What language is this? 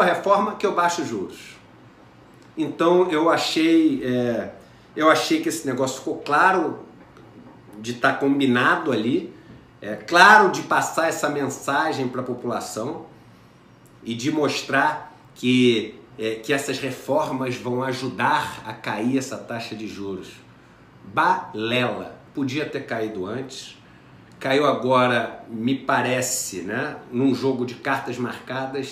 Portuguese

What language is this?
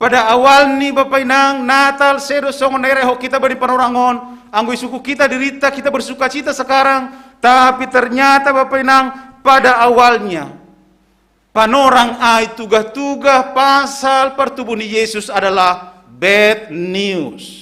Batak Simalungun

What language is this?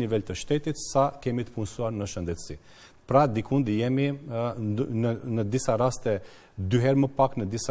Albanian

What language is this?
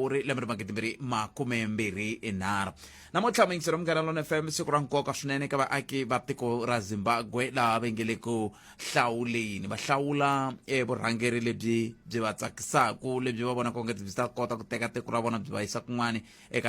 Tsonga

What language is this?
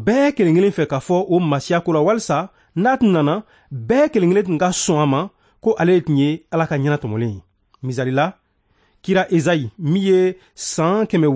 Bambara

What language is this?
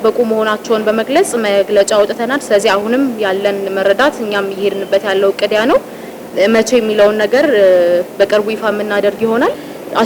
Amharic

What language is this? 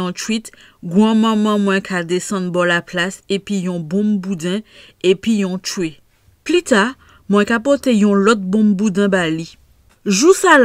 Saint Lucian Creole French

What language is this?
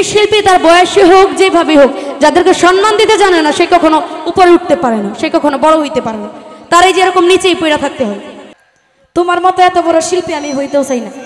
Bangla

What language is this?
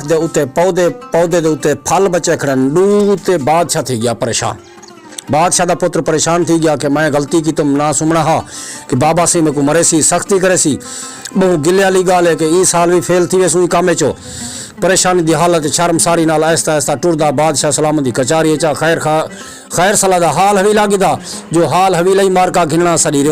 Saraiki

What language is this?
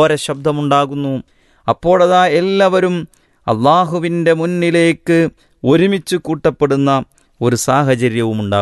Malayalam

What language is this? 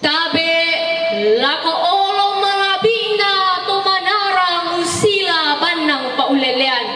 Toraja-Sa'dan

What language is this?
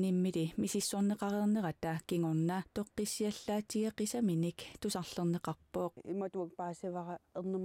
Kalaallisut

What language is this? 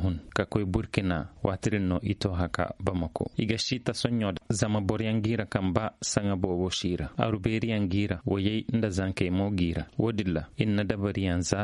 Koyraboro Senni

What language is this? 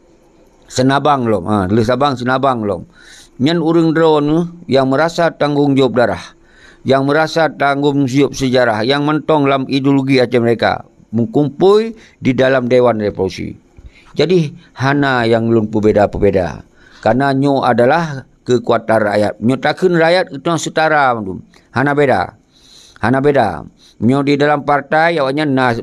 Achinese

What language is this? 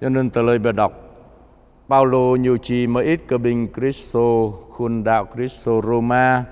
Jarai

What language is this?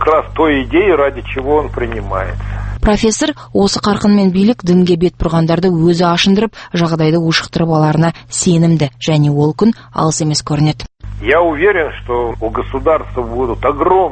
Kazakh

